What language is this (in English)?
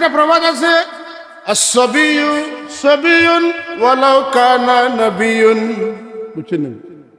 Sylheti